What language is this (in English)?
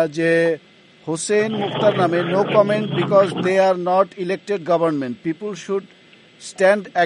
Bangla